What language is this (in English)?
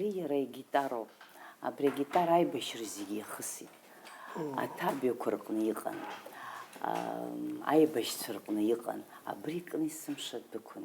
Abkhazian